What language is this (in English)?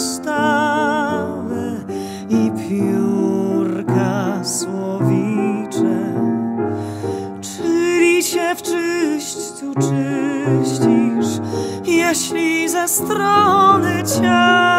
Polish